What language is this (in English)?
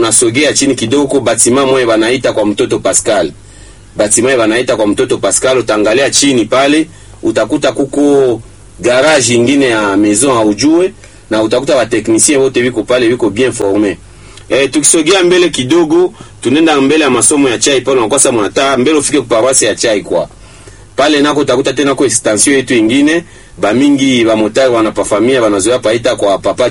Swahili